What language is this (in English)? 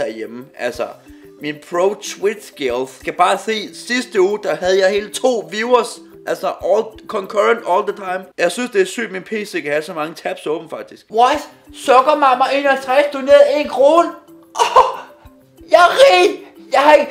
Danish